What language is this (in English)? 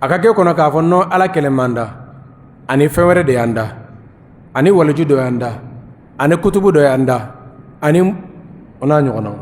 Bambara